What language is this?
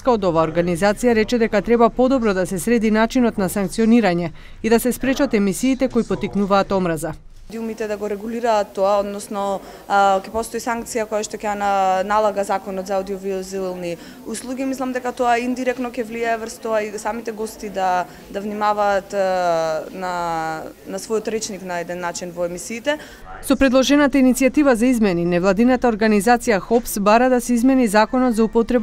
Macedonian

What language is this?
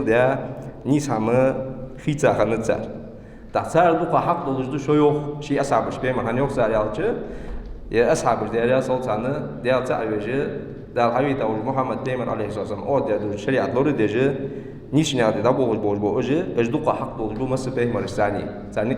Ingush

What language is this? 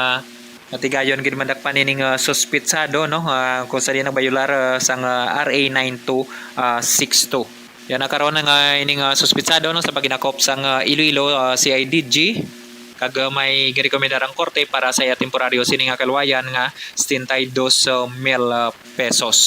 Hiligaynon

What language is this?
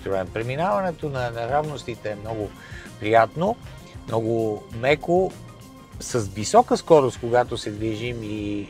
Bulgarian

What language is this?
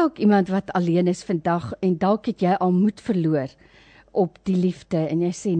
Afrikaans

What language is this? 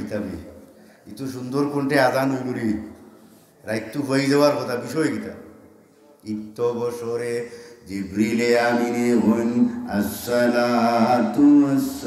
Sylheti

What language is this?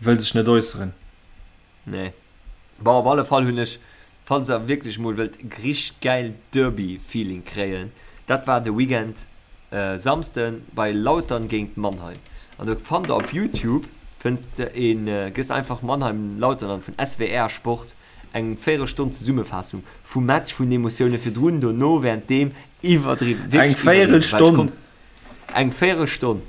Luxembourgish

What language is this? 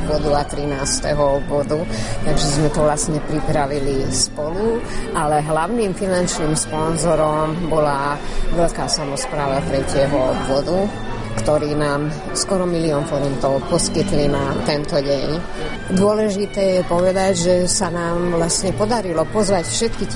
Slovak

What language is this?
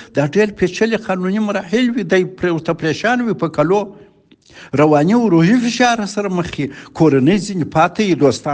Pashto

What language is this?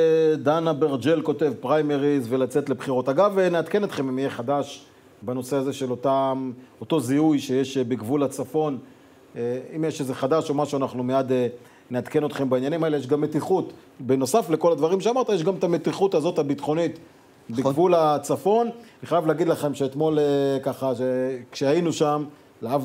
Hebrew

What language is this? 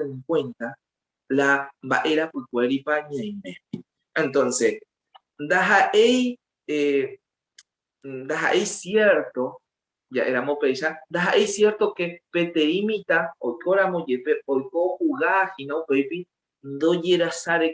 Guarani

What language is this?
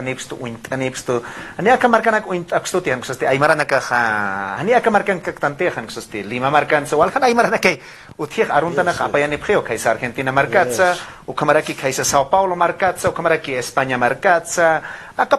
Aymara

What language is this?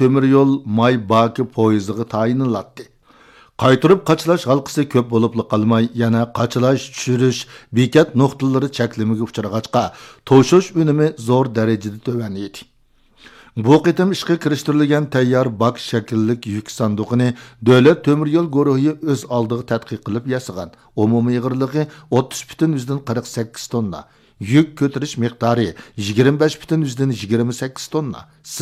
Uyghur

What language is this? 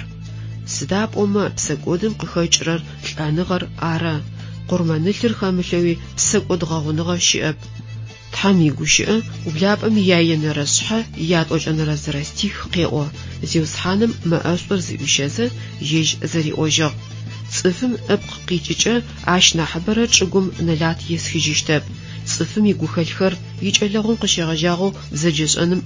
Adyghe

